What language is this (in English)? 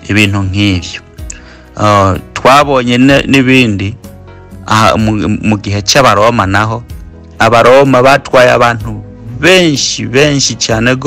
Rundi